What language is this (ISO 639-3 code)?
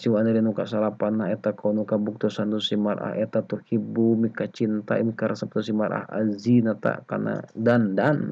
sun